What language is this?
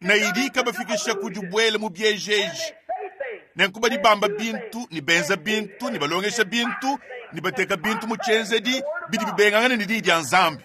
Luba-Lulua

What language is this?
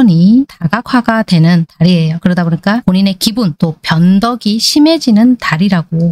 Korean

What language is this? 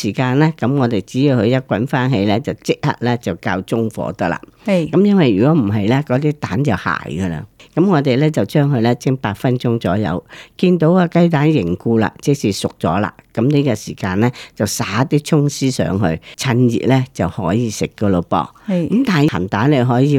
Cantonese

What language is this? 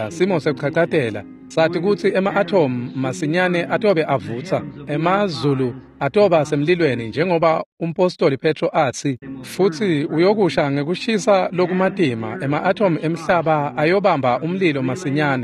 Swati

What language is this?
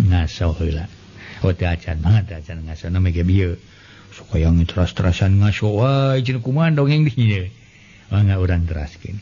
Sundanese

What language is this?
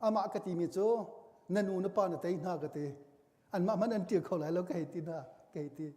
Hakha Chin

